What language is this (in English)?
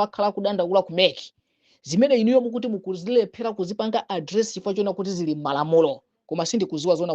Nyanja